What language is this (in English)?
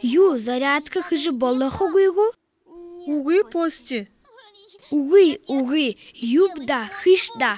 Buriat